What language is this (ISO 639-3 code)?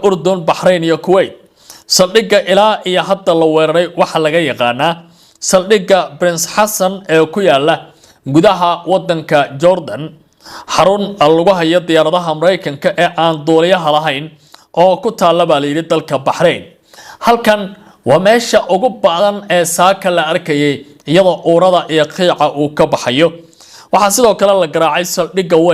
som